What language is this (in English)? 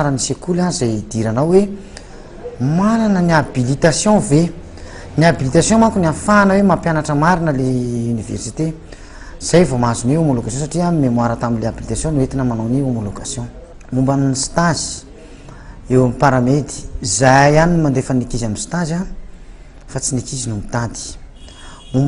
Malagasy